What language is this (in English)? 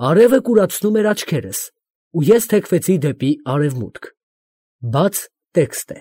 Armenian